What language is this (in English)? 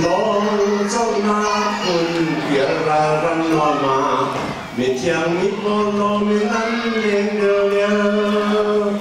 Hakha Chin